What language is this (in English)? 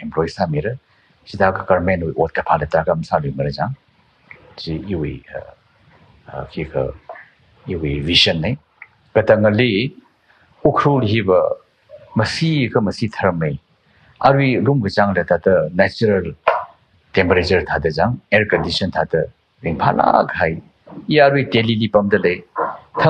Tangkhul Naga (India)